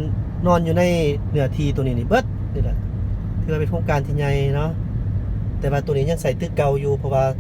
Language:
Lao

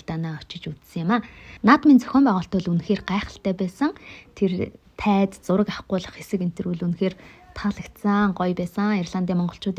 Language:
Mongolian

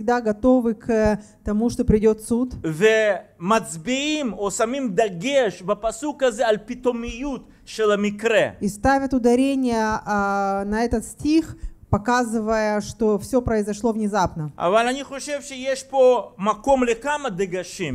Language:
Russian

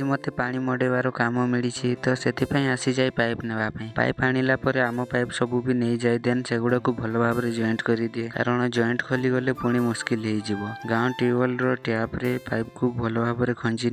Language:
Odia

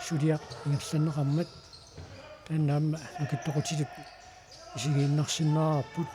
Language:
Kalaallisut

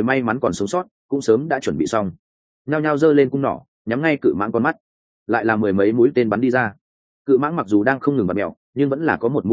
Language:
Vietnamese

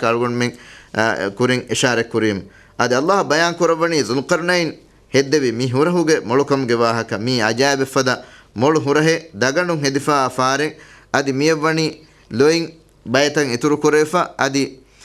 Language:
Divehi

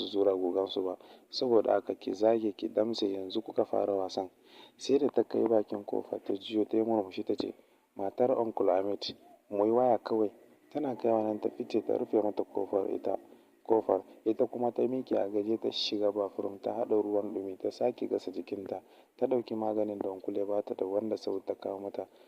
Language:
Hausa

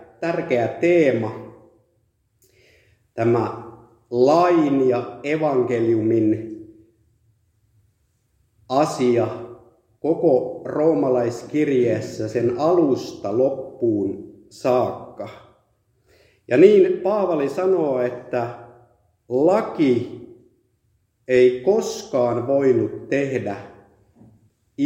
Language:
Finnish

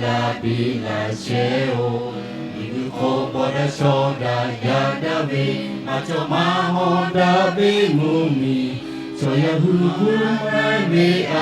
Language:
Lahu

